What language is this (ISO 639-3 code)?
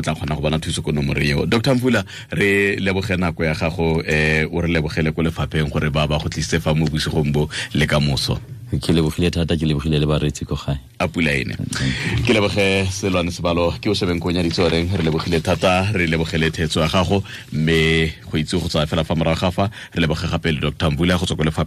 tsn